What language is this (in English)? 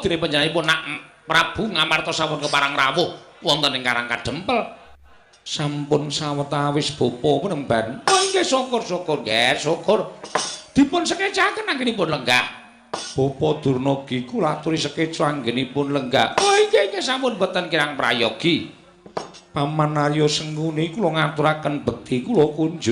Javanese